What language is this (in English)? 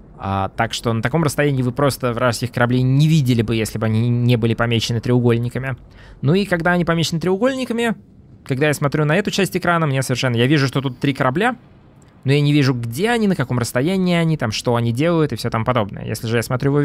Russian